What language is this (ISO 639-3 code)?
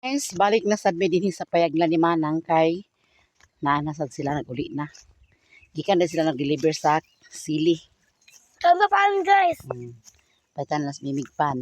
ceb